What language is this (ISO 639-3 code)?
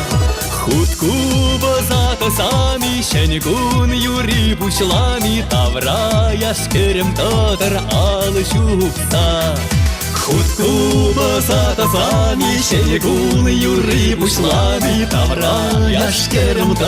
chv